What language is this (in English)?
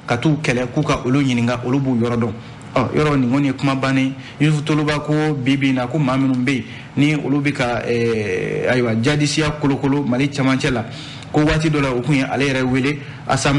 Bambara